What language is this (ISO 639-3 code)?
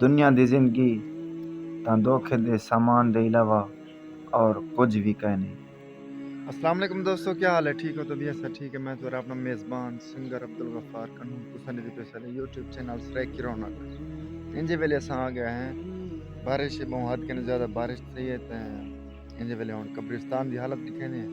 skr